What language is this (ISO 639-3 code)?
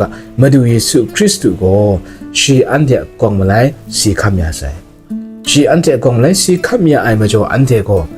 kac